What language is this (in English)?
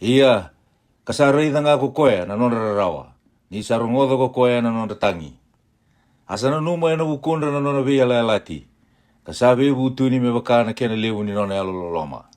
Fijian